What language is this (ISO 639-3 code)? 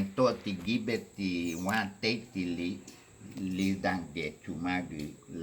cab